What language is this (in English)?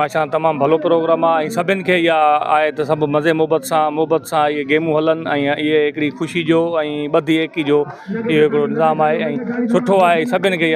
Sindhi